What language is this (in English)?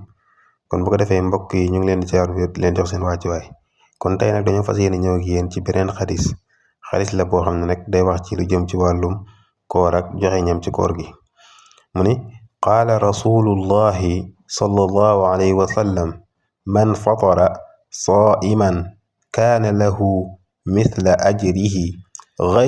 Wolof